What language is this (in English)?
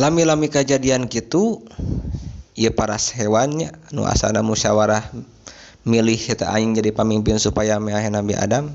Sundanese